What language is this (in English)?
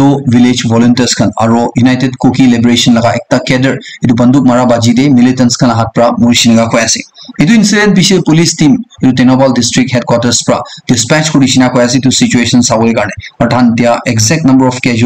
Naga Pidgin